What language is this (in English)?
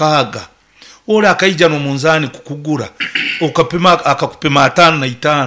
Nyoro